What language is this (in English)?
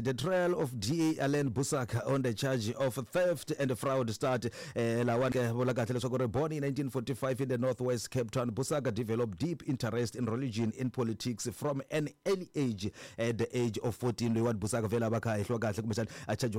Tsonga